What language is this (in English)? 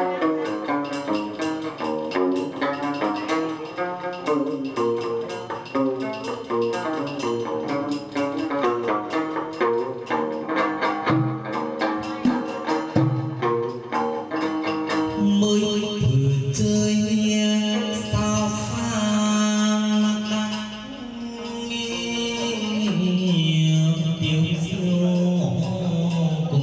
Vietnamese